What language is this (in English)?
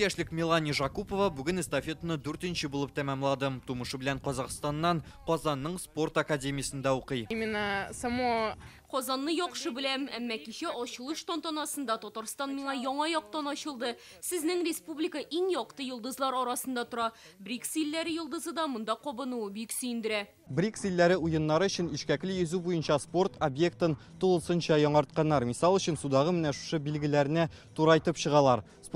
Tatar